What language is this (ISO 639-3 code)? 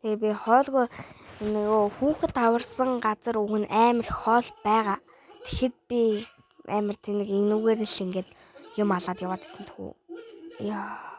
mon